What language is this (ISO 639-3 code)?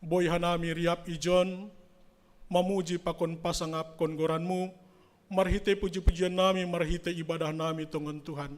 bts